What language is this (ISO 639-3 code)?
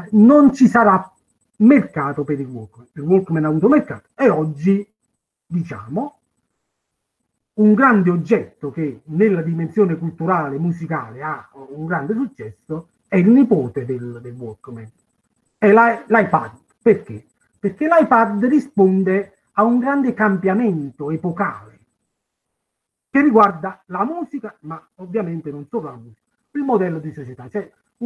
ita